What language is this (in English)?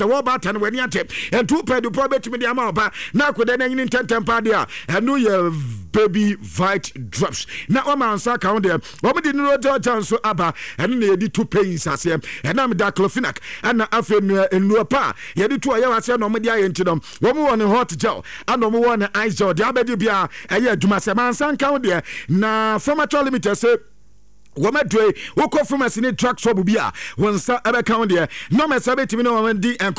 Akan